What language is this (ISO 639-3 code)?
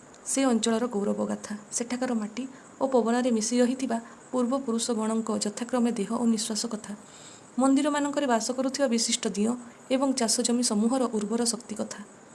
ori